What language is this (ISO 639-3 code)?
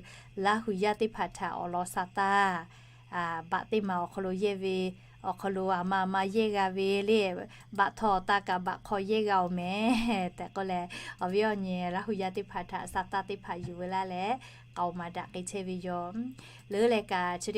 lhu